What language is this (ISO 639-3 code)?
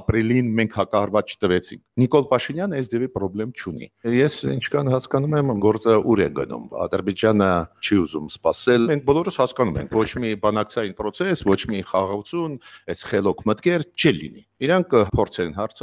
hye